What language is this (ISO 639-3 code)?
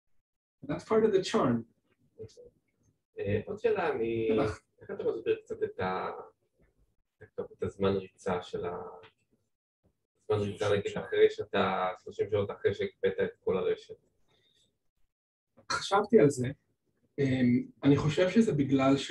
heb